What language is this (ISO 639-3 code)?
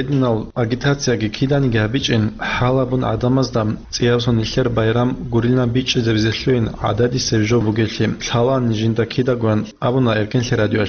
ava